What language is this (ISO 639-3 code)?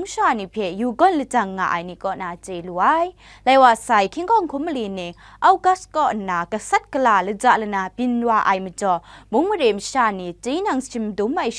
kac